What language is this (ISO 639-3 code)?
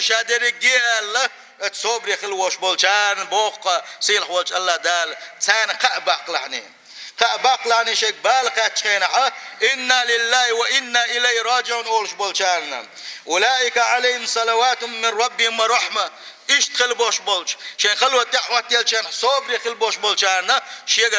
che